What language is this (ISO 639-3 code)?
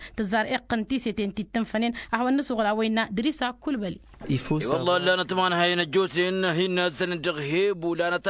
taq